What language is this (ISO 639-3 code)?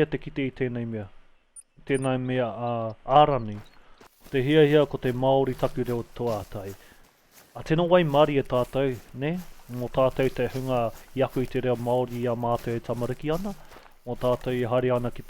mri